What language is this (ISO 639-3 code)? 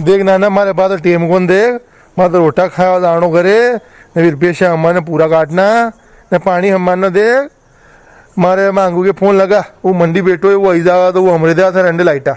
raj